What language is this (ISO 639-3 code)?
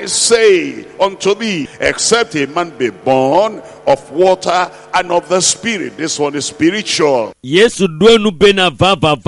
ewe